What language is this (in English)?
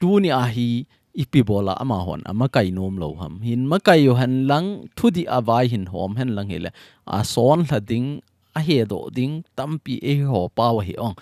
Thado Chin